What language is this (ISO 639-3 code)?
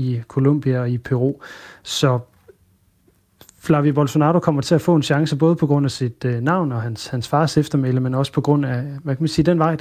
dan